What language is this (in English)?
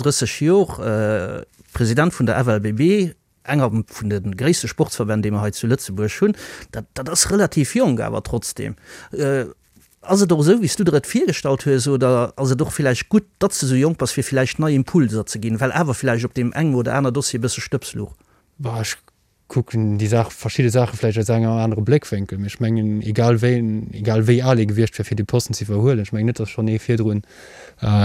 Luxembourgish